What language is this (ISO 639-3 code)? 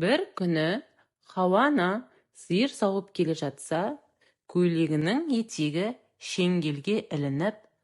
kaz